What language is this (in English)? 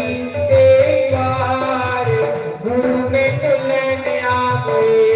Dogri